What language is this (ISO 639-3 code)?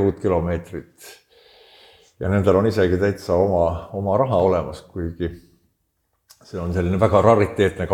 est